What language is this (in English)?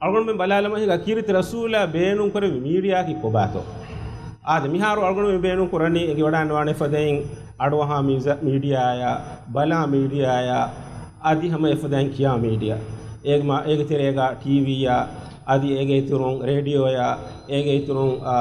Divehi